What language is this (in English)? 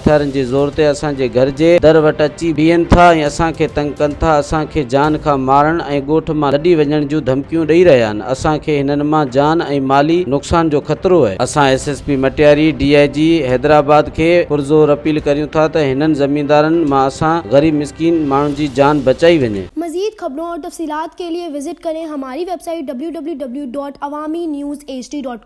Sindhi